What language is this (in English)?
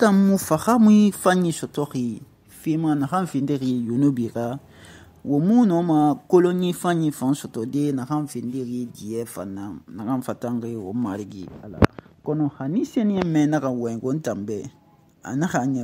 Susu